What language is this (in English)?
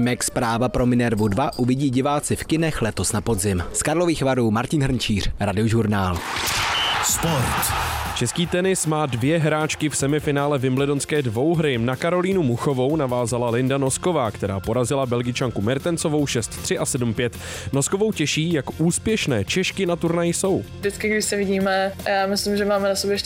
Czech